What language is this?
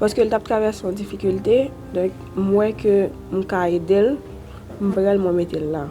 Haitian Creole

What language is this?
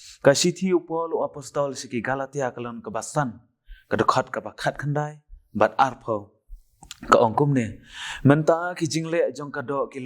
Khasi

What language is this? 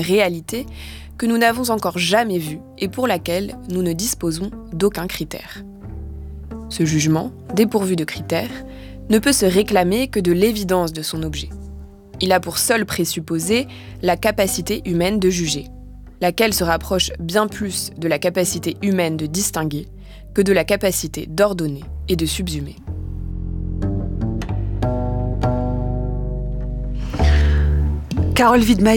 French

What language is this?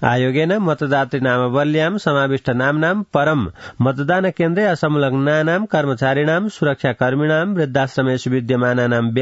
Sanskrit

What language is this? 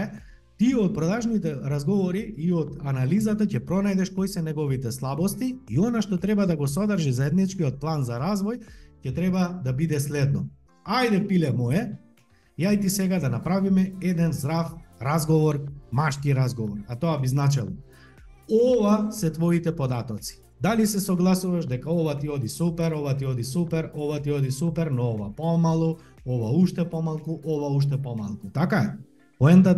Macedonian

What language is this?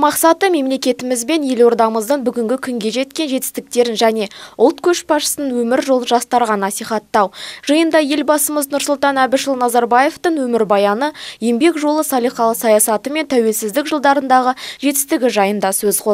Kazakh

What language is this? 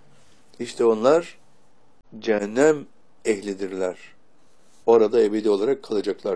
Turkish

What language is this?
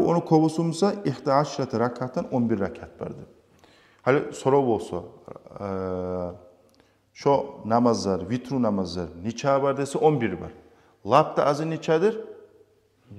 Kumyk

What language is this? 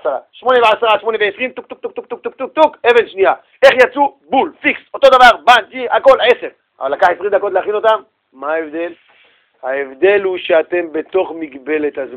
Hebrew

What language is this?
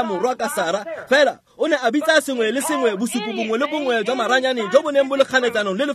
Tswana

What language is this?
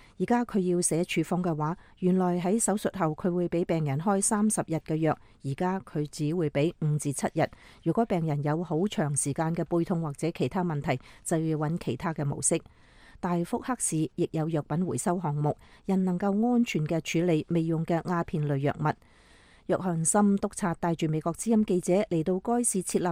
Cantonese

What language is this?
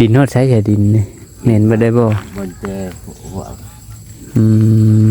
Lao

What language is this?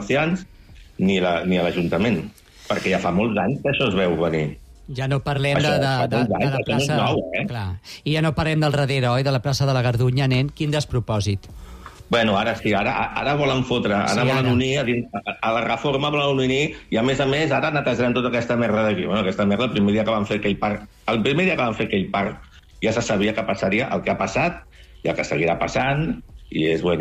Catalan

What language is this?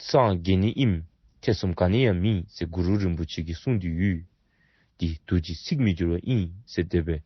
Dzongkha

